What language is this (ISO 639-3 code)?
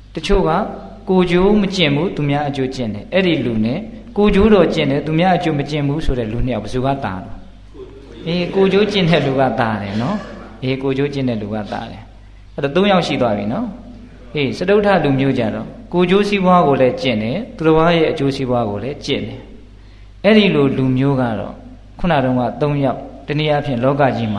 mya